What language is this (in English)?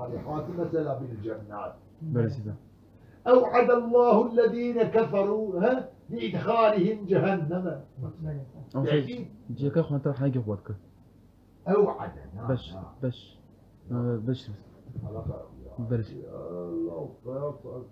Kurdish